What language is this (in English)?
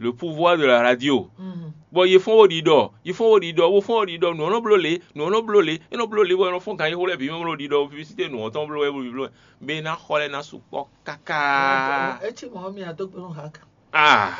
Fon